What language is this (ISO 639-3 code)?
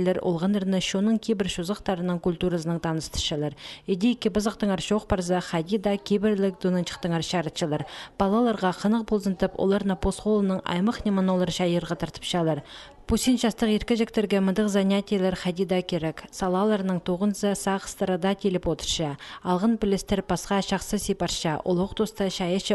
kjh